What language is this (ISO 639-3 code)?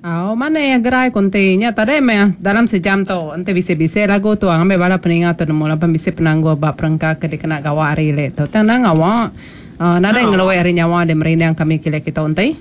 iba